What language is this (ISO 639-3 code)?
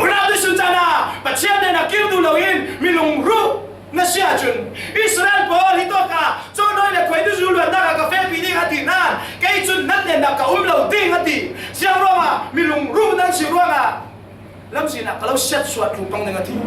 cfm